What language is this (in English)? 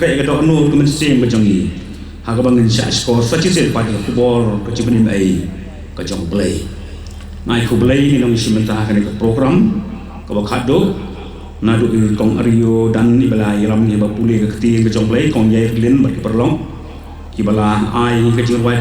Khasi